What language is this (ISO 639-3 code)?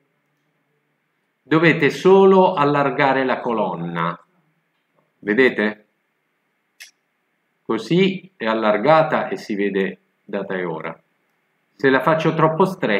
ita